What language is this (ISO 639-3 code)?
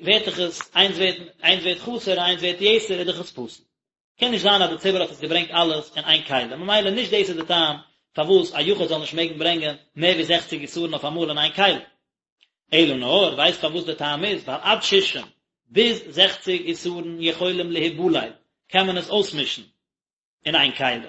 yid